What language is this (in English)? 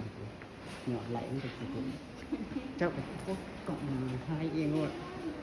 Lao